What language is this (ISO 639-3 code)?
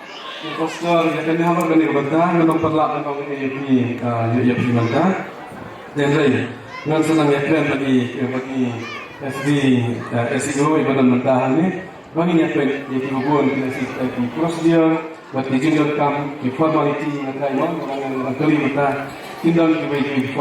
kha